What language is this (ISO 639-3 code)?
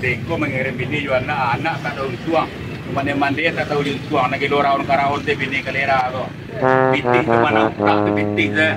min